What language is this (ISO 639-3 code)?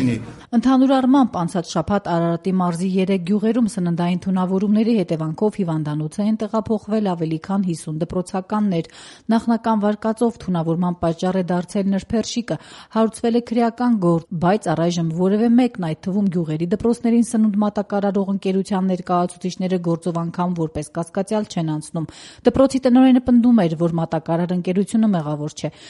hye